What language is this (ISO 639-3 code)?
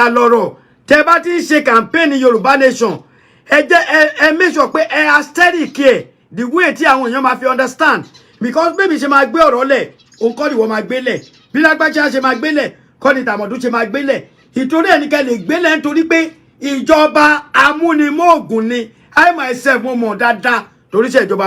yor